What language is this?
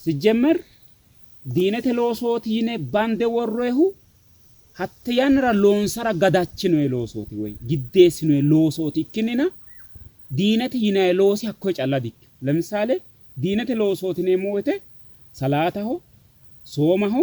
Sidamo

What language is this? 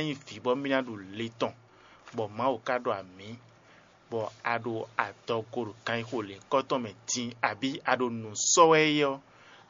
Fon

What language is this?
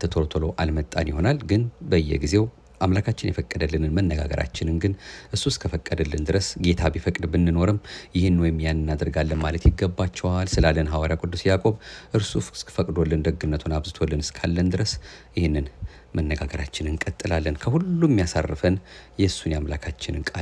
Amharic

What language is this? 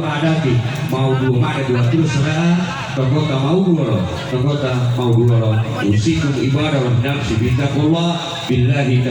Gorontalo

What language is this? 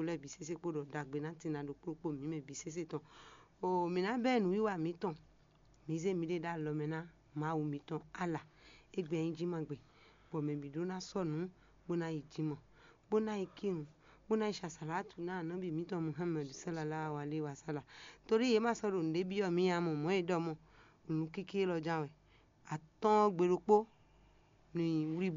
Fon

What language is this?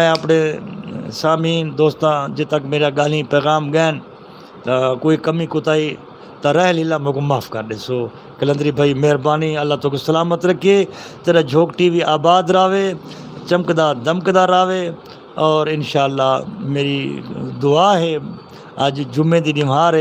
Saraiki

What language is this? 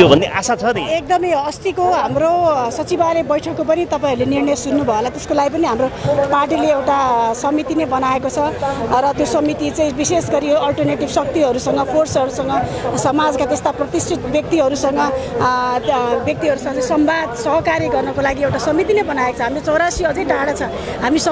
Nepali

